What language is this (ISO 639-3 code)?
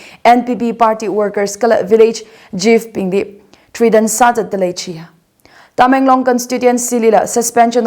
nmf